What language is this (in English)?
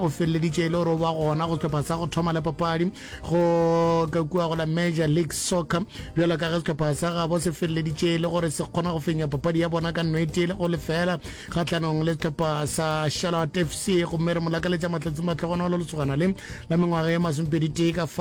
Northern Sotho